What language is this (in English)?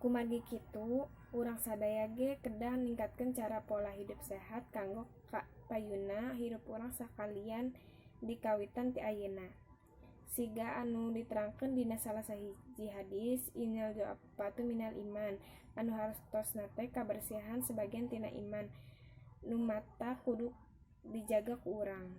Sundanese